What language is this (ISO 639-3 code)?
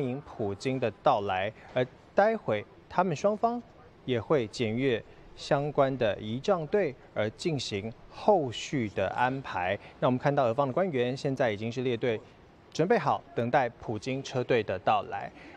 zho